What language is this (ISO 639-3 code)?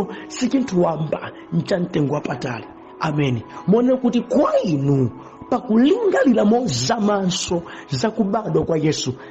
nya